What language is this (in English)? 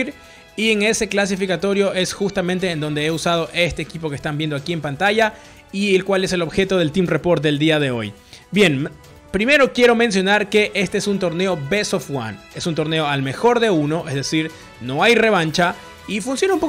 Spanish